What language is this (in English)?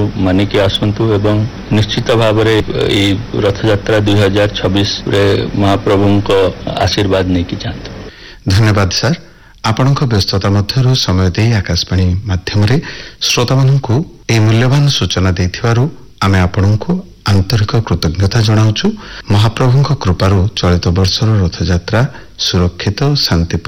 Odia